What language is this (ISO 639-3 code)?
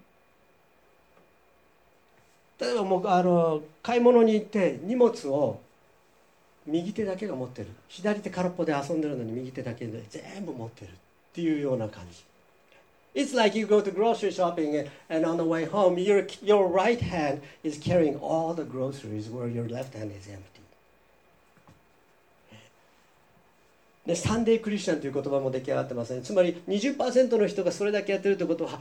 jpn